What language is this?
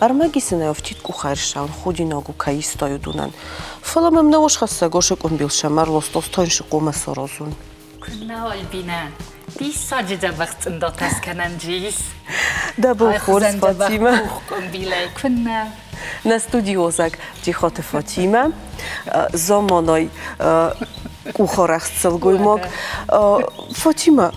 Ossetic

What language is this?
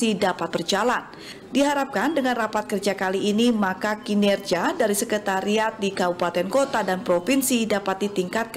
Indonesian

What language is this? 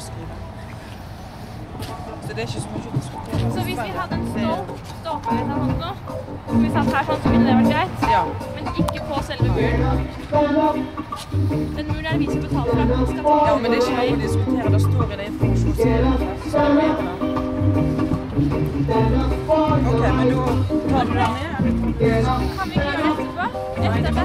Norwegian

